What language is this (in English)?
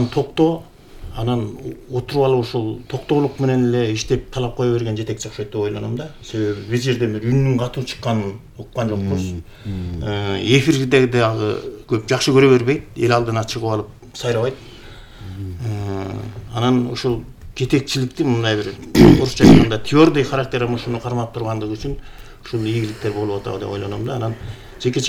Kyrgyz